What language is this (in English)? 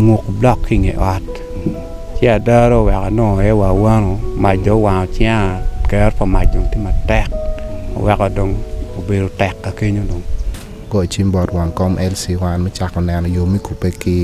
Acoli